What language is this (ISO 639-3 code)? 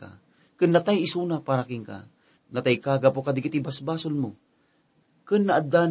ilo